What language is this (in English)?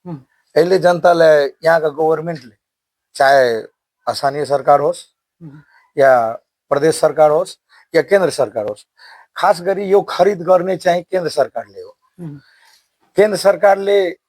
Nepali